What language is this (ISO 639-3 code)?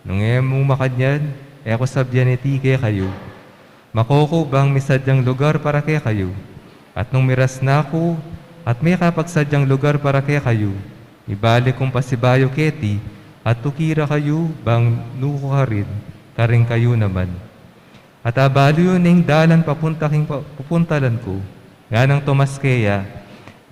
pam